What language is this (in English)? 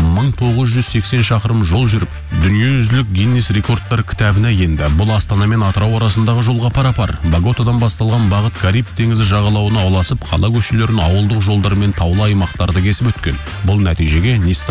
Kazakh